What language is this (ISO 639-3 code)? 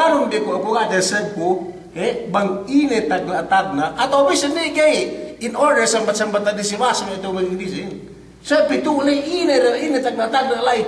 yka